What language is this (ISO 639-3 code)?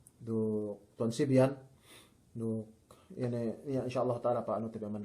yka